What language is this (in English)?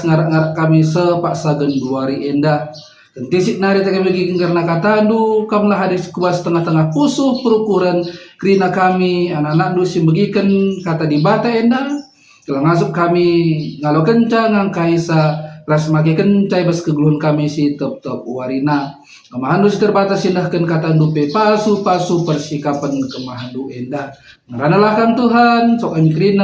Batak Karo